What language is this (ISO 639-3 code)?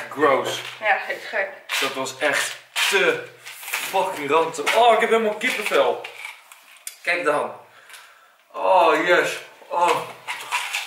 nld